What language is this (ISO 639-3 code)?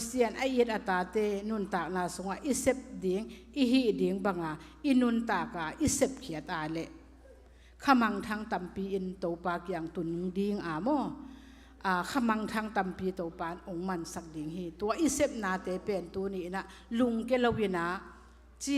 ctd